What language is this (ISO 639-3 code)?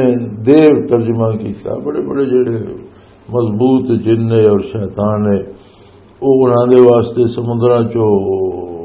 lah